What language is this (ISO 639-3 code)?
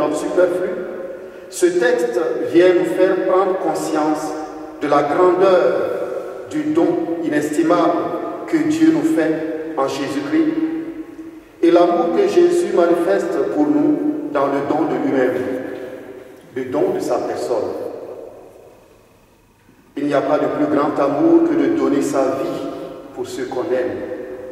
fra